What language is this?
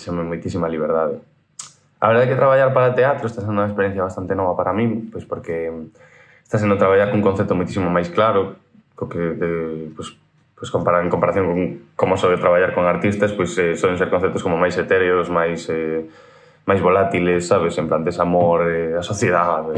Galician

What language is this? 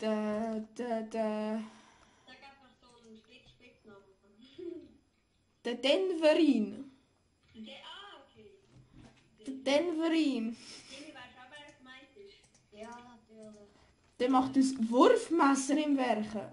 Swiss German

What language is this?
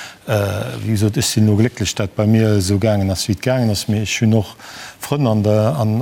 Luxembourgish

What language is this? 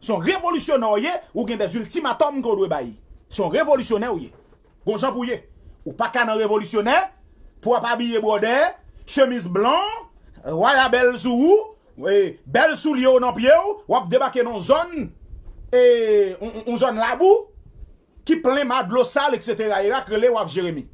Haitian Creole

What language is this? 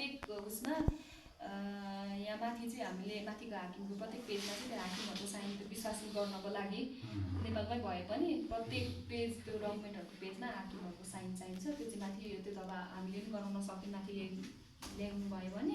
Nepali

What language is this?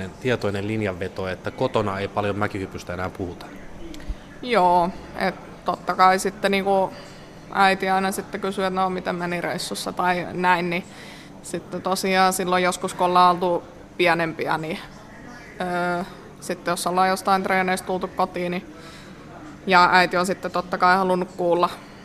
Finnish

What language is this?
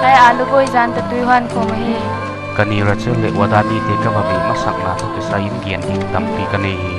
Paite Chin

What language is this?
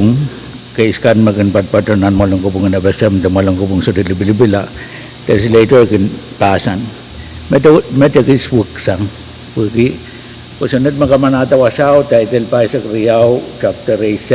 Pohnpeian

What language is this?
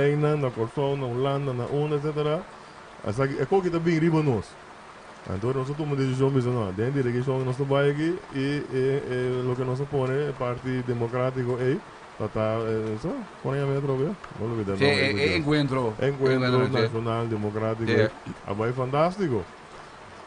Papiamento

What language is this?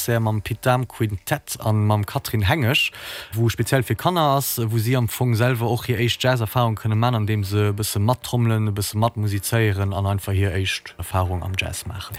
Luxembourgish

